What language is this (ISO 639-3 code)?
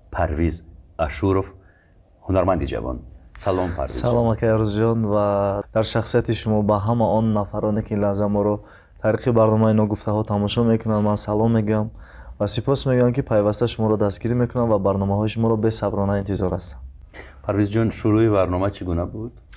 tgk